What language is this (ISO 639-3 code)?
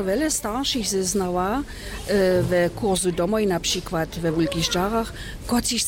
hsb